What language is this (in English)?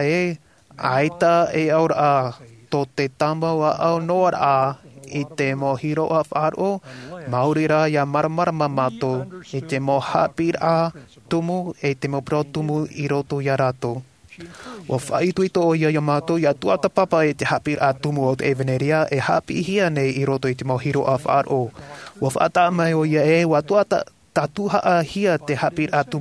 Tahitian